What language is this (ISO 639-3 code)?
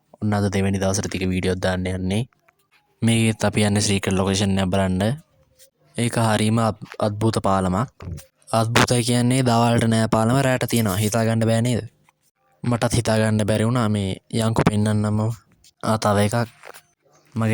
sin